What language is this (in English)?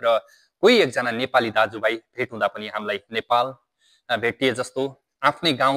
Nepali